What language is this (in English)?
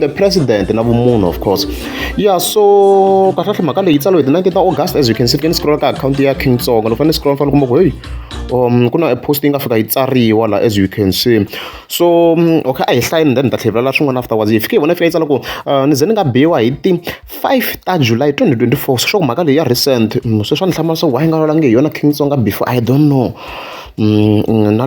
Tsonga